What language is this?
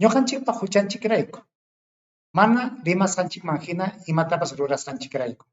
Ayacucho Quechua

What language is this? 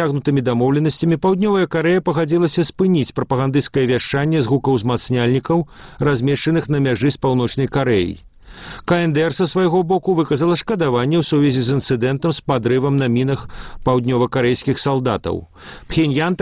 Belarusian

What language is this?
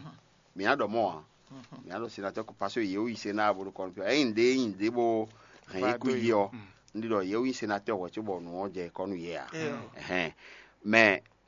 Fon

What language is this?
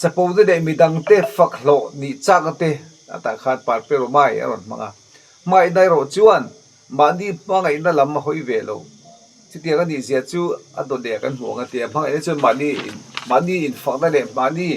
Mizo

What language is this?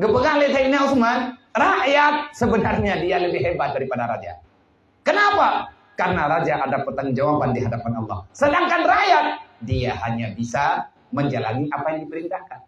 Achinese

